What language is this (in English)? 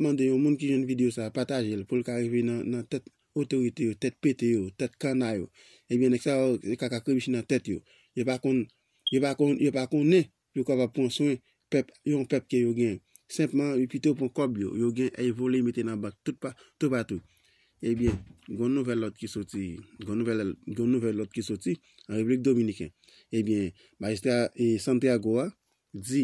Haitian Creole